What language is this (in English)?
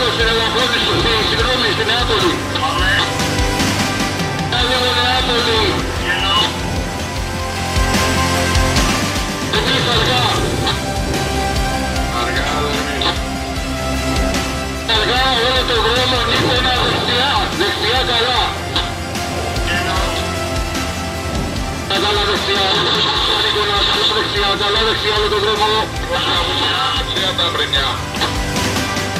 Greek